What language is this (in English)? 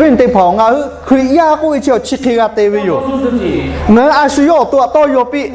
Lahu